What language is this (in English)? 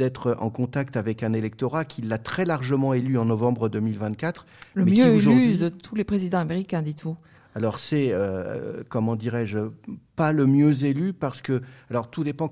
French